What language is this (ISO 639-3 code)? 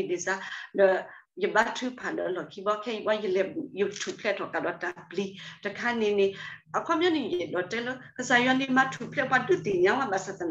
ksw